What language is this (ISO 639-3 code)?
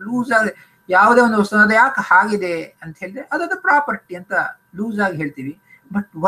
kan